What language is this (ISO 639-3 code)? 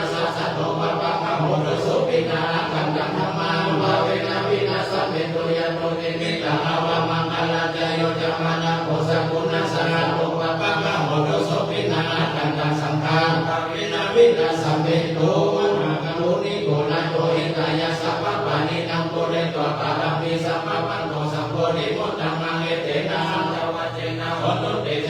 pli